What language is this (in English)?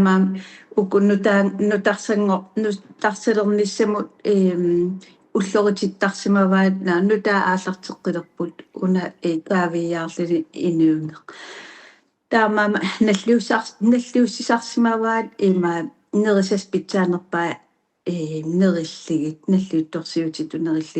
Kalaallisut